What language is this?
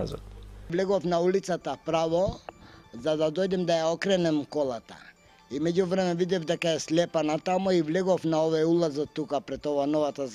Macedonian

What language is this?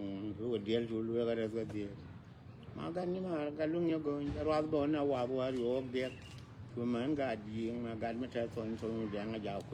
Nuer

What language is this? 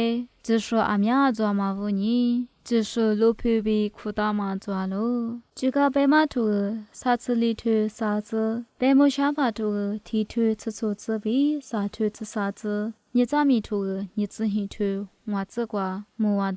Lisu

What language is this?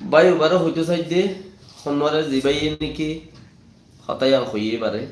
Rohingya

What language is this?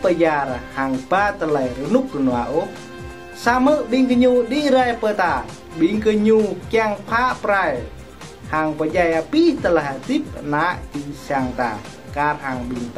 Jarai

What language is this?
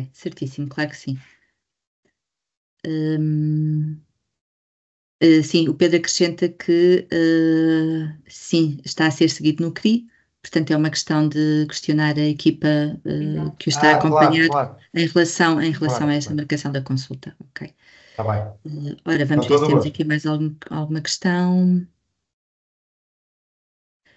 Portuguese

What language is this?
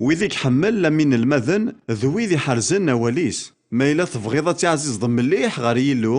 Kabyle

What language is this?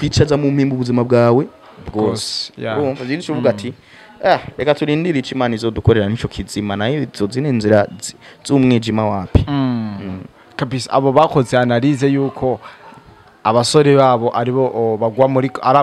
Rundi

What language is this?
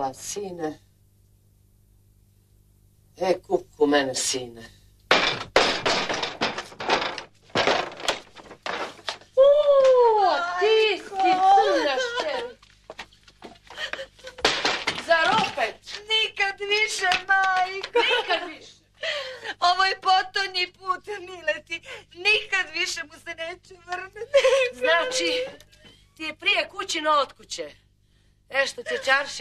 Serbian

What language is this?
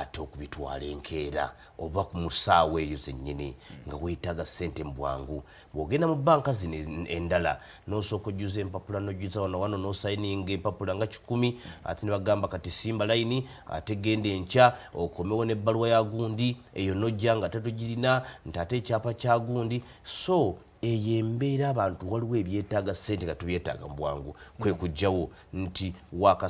Ganda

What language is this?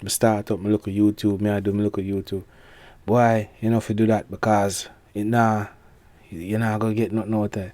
Jamaican Creole English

